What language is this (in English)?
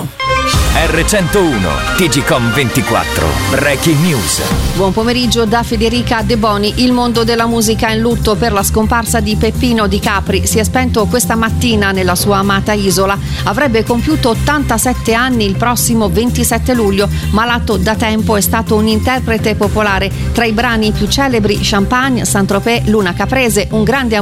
Italian